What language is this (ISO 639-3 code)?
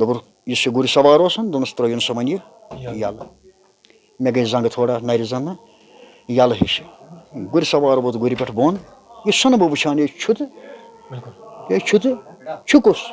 kas